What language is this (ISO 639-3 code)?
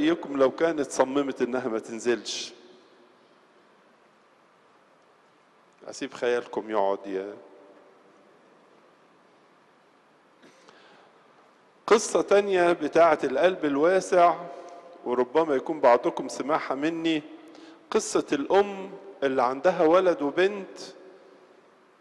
arz